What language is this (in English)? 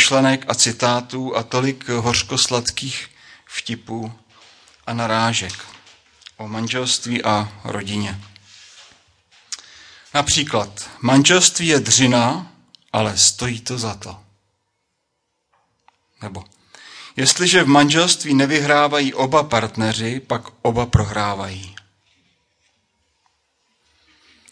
Czech